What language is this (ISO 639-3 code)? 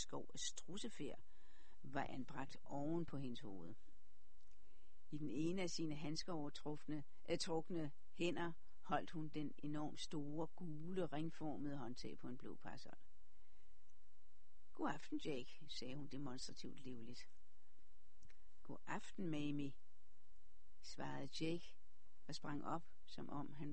dan